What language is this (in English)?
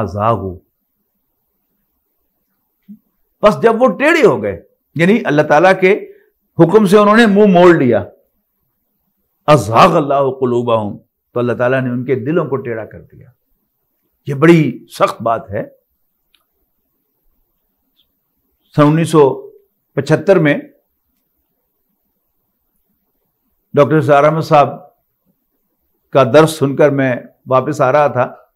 Urdu